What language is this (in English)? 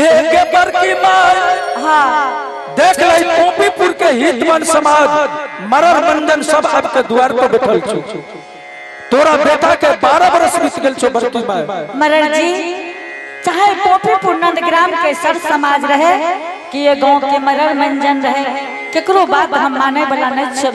Angika